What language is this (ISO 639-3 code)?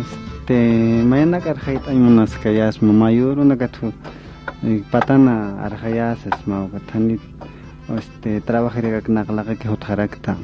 aym